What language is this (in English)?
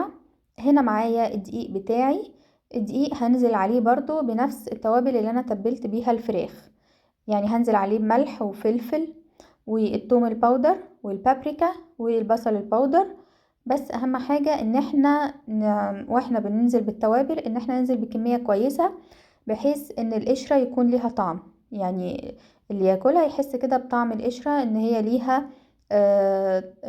Egyptian Arabic